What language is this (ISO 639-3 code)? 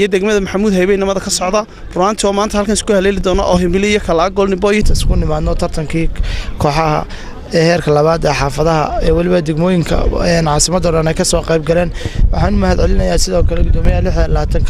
som